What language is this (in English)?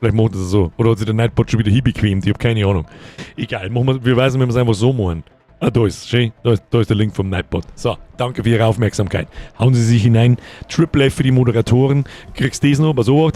Bavarian